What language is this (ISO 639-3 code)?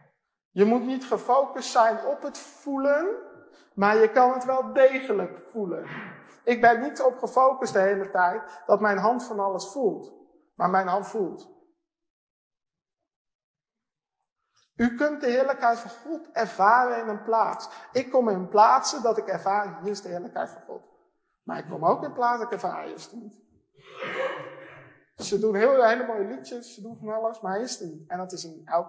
nld